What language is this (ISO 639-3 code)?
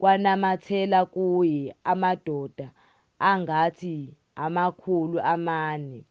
zul